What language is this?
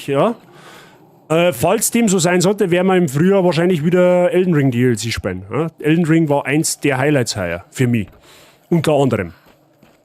Bavarian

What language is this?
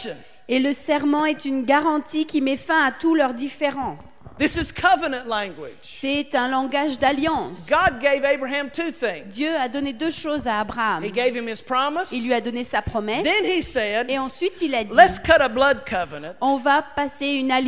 French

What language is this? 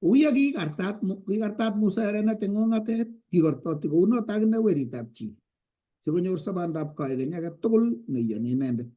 Kalenjin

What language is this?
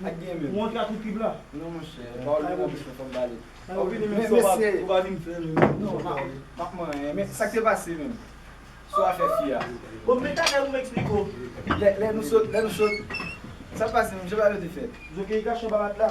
Haitian Creole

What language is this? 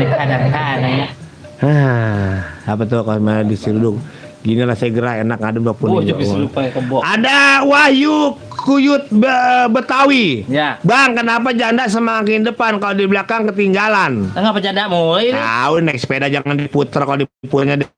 Betawi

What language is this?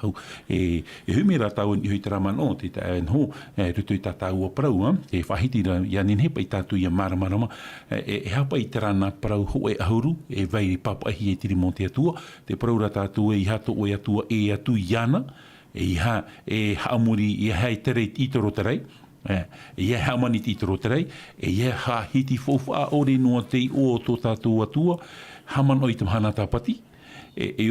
Tahitian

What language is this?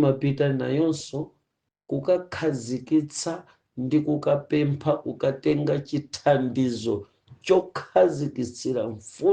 Nyanja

